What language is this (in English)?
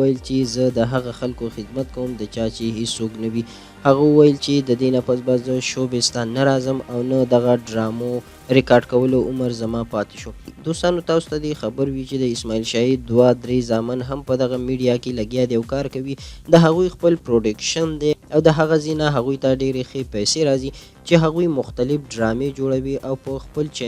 Pashto